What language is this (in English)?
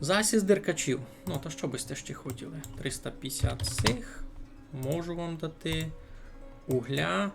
Rusyn